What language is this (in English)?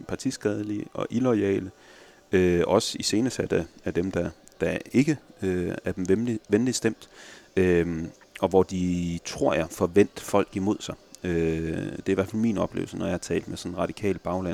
Danish